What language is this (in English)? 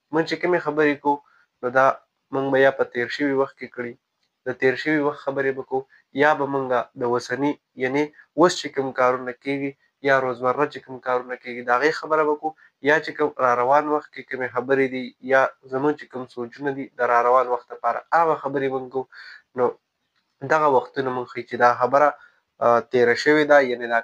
Pashto